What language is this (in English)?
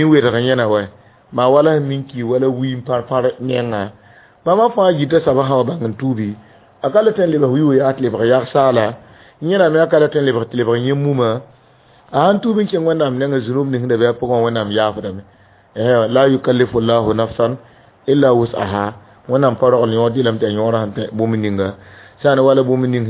Mossi